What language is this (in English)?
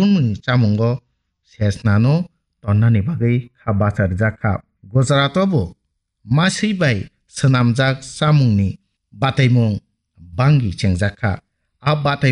Kok Borok